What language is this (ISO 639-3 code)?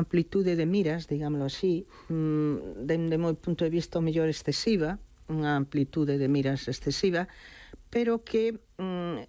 glg